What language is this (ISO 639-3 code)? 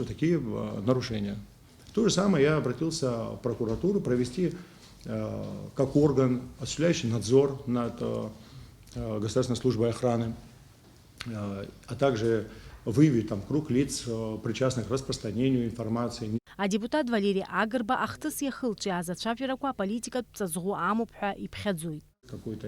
abk